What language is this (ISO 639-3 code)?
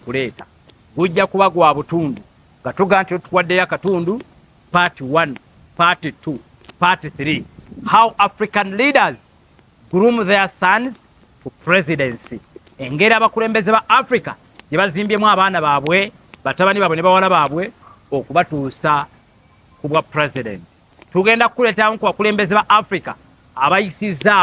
lug